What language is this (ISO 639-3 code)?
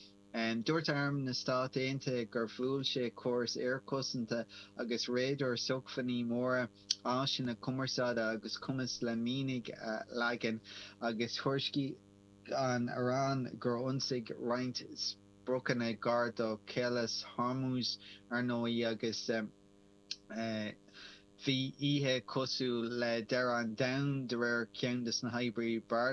gle